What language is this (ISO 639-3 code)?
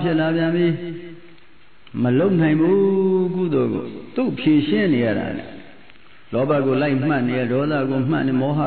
mya